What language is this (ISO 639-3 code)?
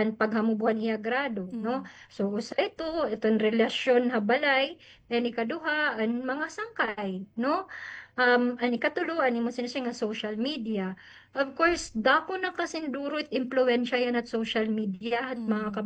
war